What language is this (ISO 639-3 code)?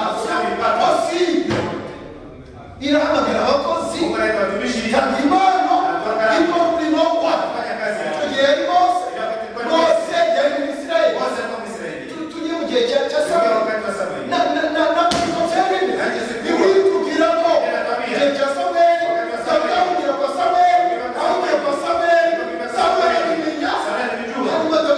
kin